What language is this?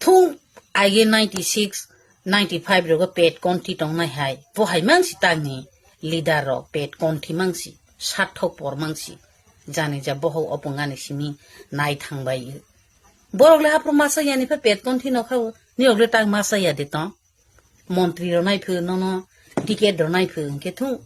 Kok Borok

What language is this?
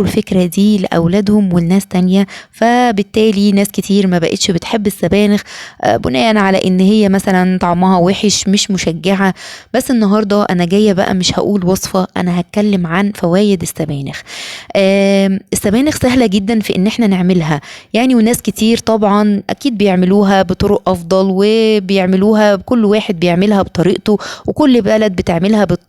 Egyptian Arabic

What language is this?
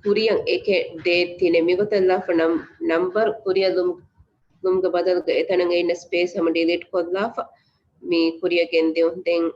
Divehi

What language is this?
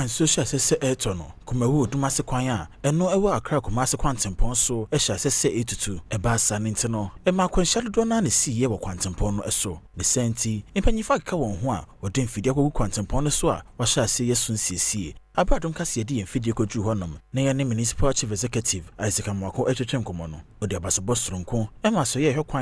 Akan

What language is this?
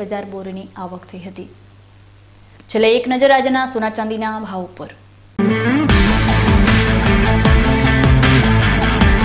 Gujarati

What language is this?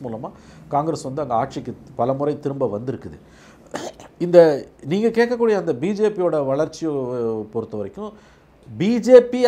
Tamil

